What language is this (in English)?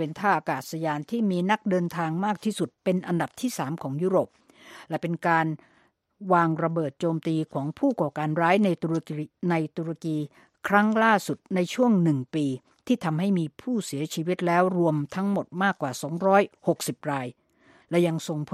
Thai